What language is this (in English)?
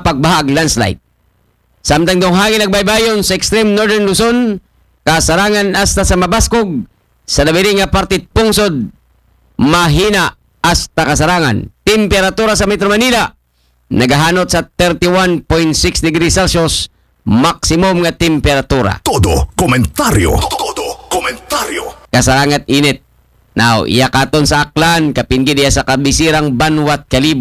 Aklanon